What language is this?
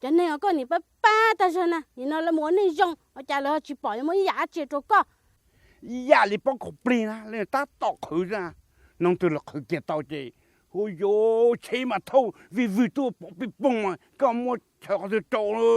Hmong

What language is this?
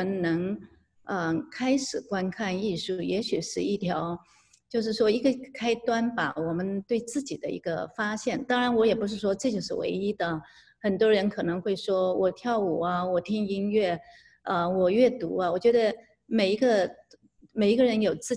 Chinese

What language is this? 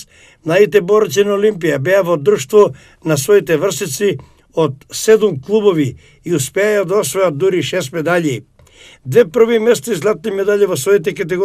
Macedonian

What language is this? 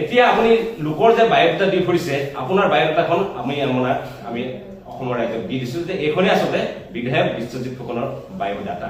Assamese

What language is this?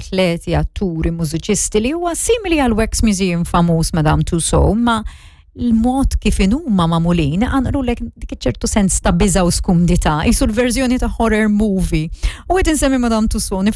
Maltese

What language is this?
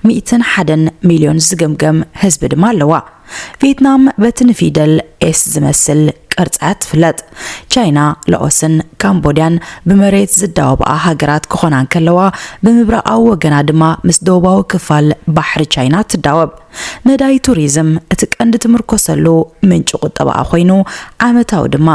Tigrinya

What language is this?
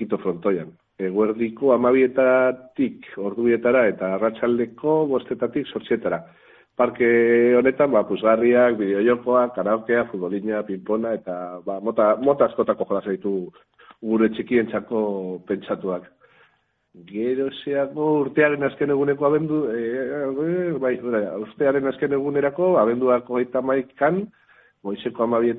Basque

